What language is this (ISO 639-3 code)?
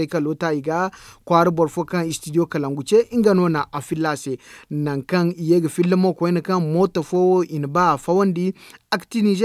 dje